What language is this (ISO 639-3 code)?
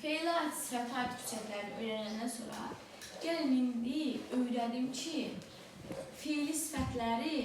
aze